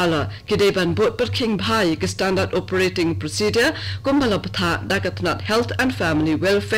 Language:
Khasi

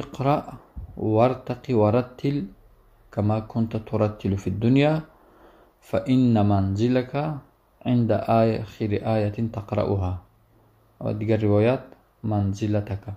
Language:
Tajik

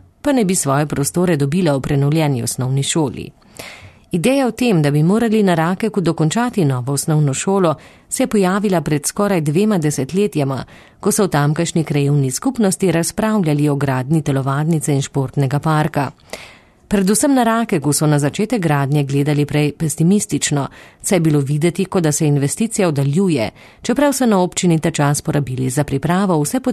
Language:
Slovenian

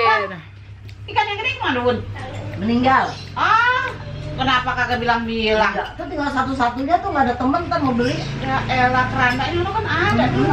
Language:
Betawi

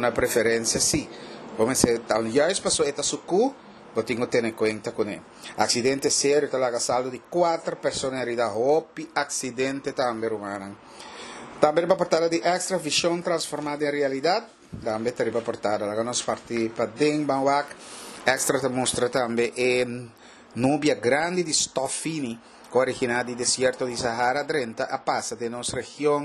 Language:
Papiamento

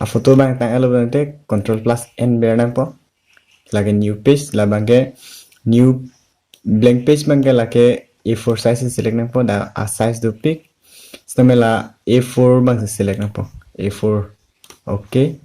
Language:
Karbi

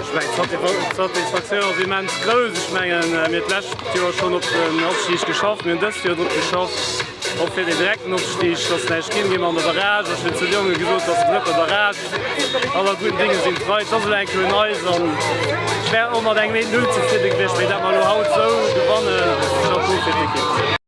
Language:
Luxembourgish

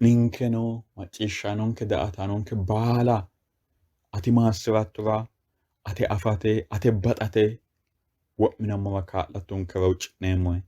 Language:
Sidamo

